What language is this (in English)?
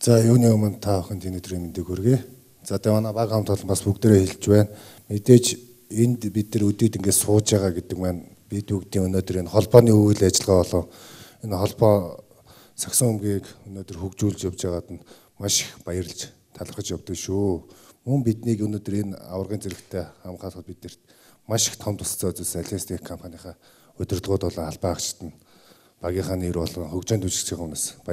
Mongolian